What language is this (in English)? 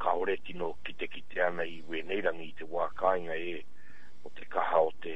Māori